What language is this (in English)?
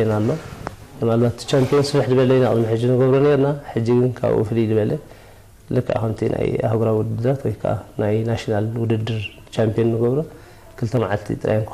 Tigrinya